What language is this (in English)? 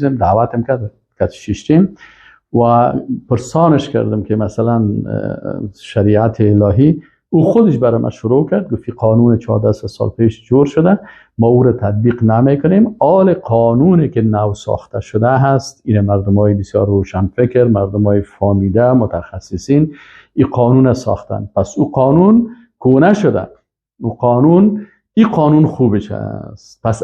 Persian